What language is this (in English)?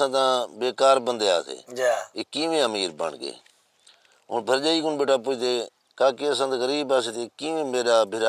Saraiki